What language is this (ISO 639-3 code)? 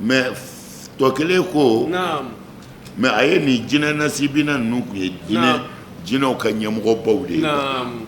bam